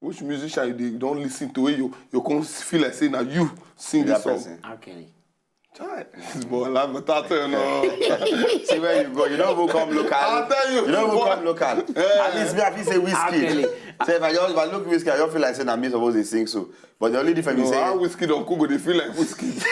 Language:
Nigerian Pidgin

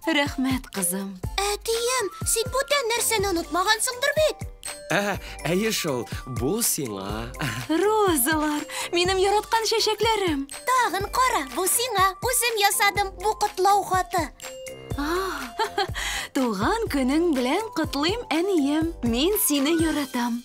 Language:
Tatar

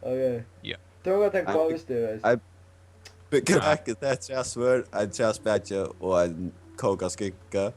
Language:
Faroese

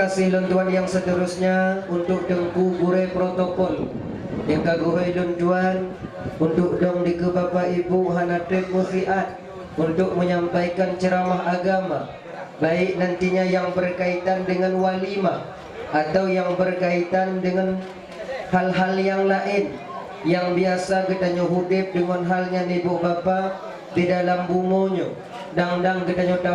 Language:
Achinese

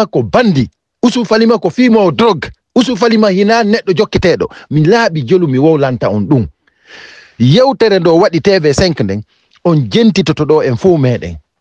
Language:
Fula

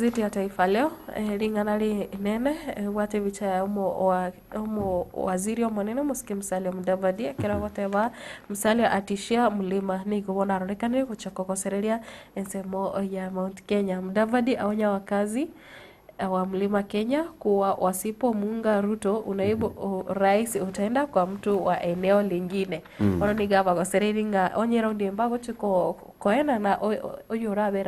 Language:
Gusii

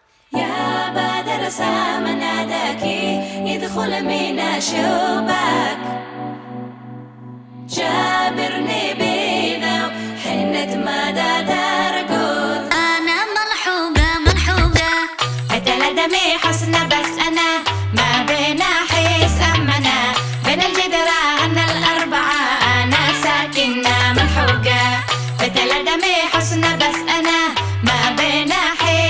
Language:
Hebrew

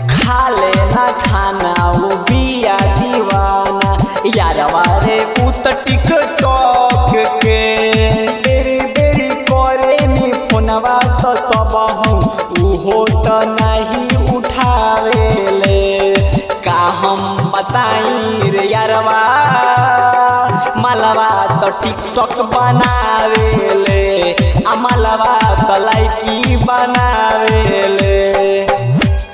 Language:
Bhojpuri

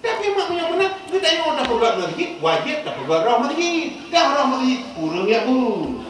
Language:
Achinese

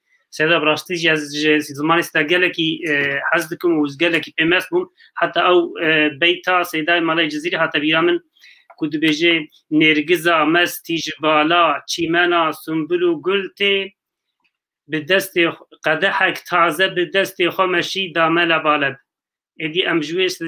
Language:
Kurdish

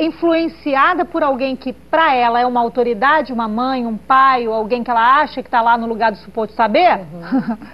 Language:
Portuguese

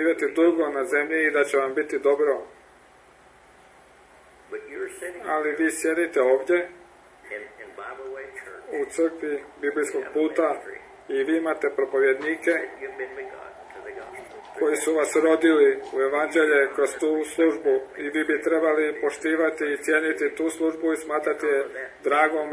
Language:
Croatian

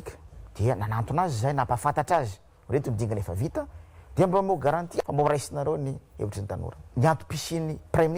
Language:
Malagasy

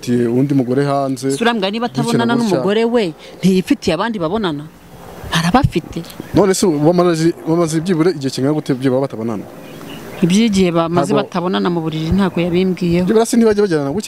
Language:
Kinyarwanda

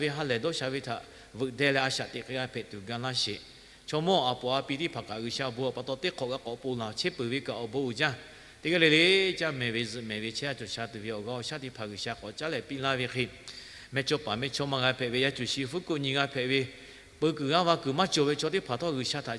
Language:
Lahu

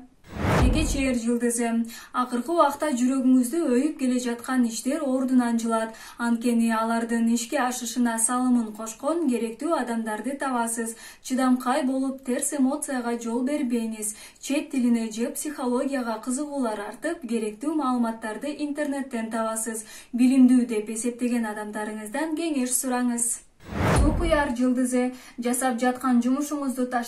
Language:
Kyrgyz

